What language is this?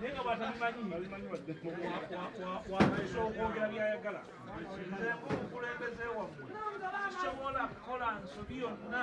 Ganda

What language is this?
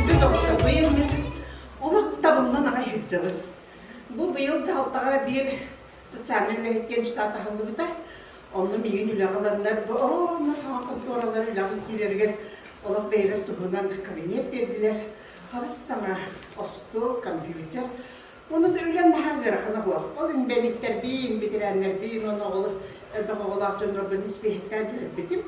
Yakut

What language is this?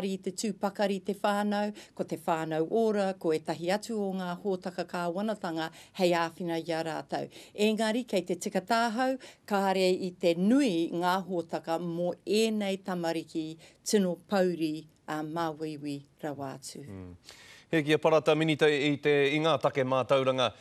Māori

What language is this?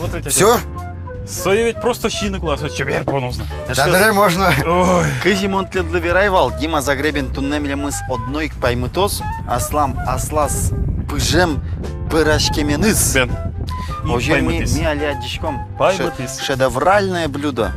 Udmurt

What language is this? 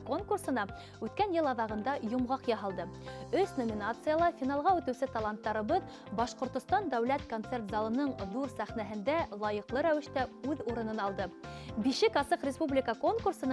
Bashkir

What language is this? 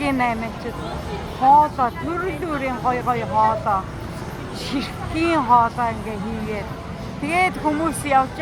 Mongolian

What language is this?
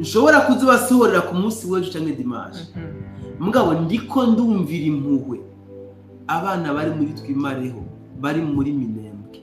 Rundi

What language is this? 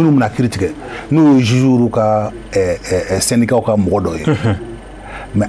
Bambara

